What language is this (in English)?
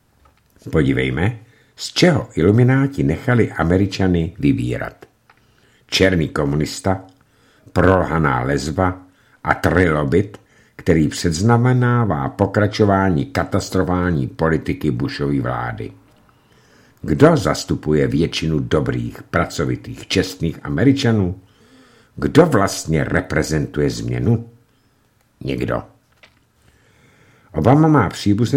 Czech